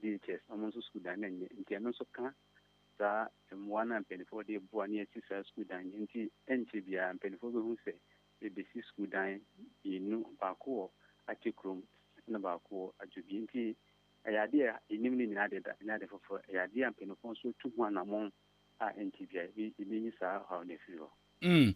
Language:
Akan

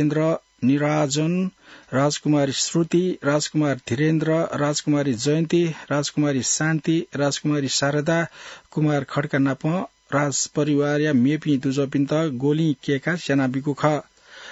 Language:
Newari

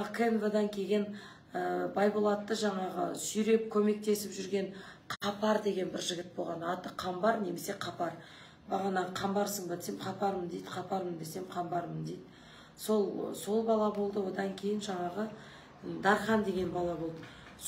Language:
Kazakh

